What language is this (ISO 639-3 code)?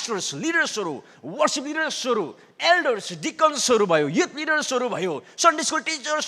nep